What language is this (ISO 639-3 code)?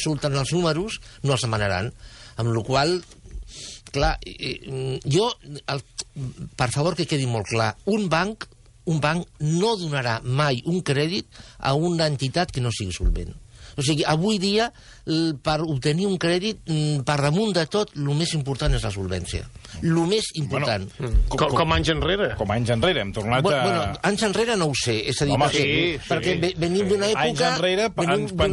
cat